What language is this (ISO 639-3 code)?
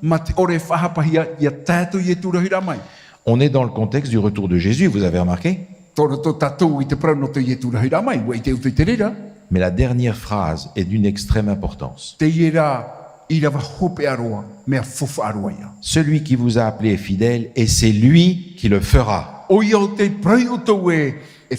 tah